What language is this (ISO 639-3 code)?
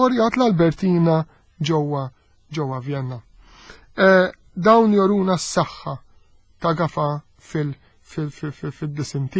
mlt